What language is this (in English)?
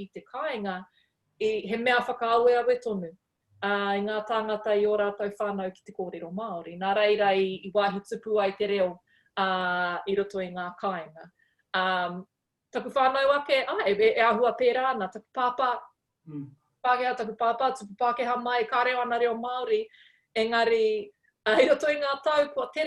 Māori